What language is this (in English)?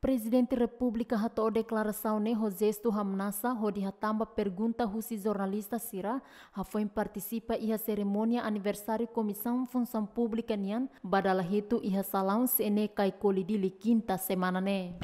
Tetum